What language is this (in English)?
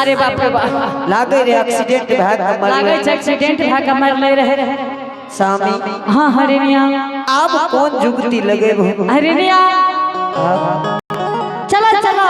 Angika